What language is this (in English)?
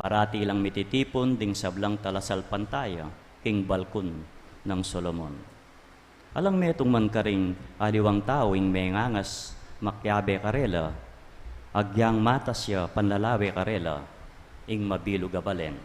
Pampanga